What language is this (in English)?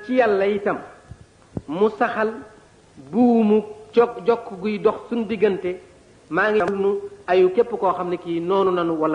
Wolof